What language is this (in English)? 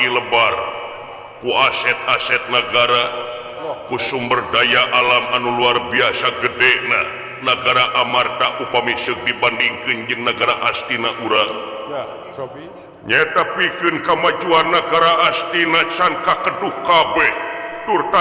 Sundanese